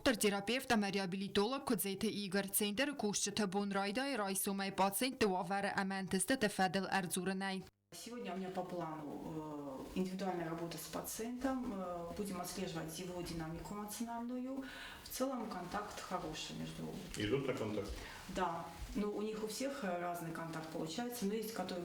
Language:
Ossetic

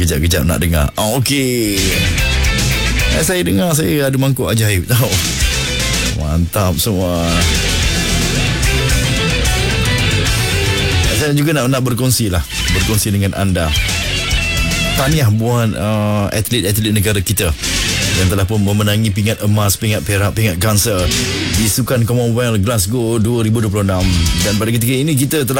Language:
Malay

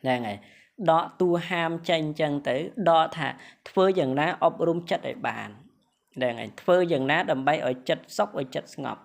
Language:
Khmer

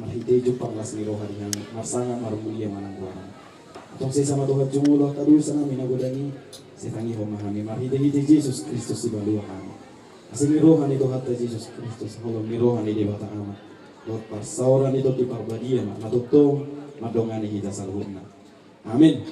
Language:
Batak Toba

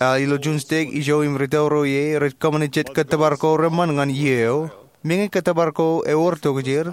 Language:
Marshallese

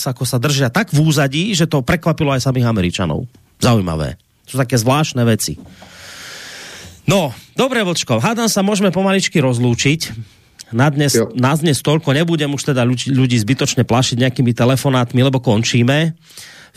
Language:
Slovak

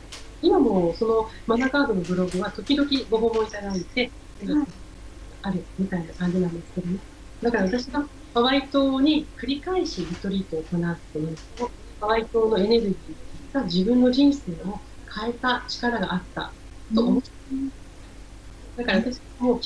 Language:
Japanese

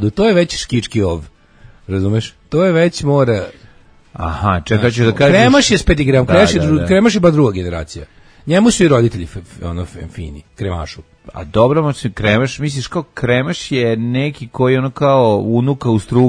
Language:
Serbian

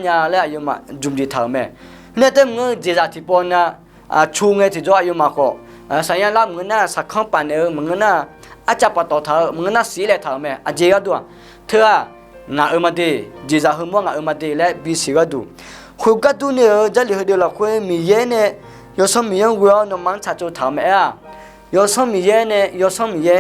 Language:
Akha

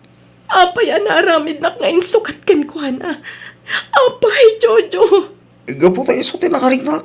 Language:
Iloko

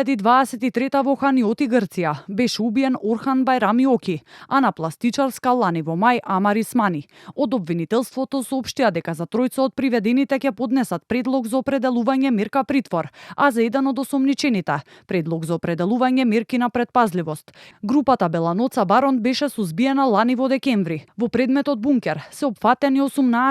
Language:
Macedonian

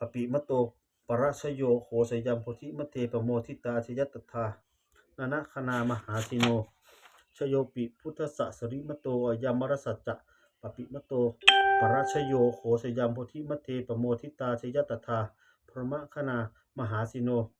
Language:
Pali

